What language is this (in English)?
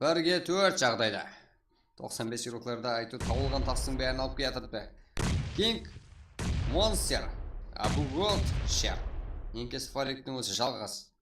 Kara-Kalpak